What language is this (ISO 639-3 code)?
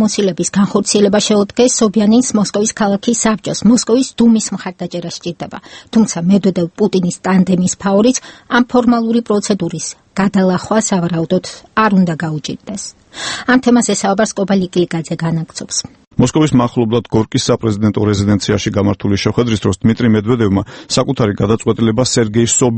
kat